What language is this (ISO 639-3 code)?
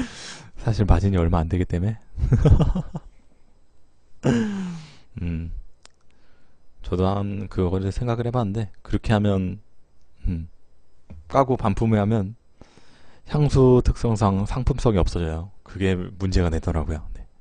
kor